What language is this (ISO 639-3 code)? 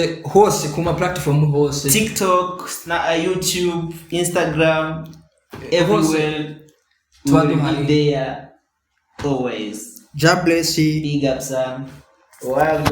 run